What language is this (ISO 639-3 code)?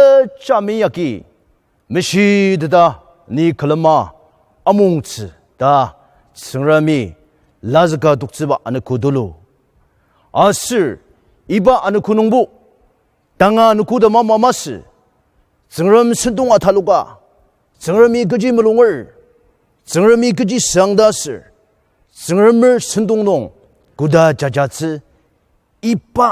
njo